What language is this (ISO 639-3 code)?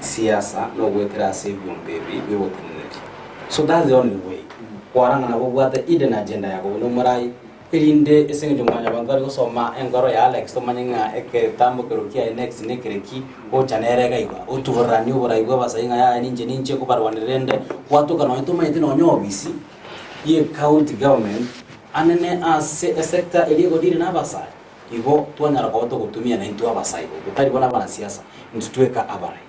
guz